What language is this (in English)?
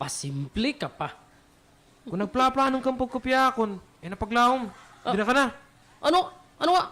Waray